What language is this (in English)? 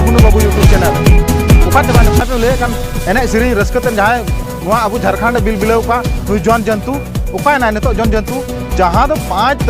Santali